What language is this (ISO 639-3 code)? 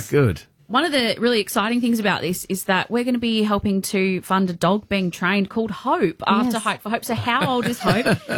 eng